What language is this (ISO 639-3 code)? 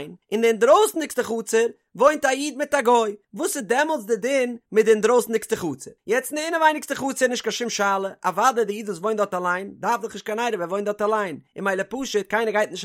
yid